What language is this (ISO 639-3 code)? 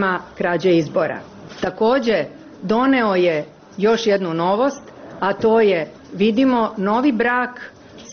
srp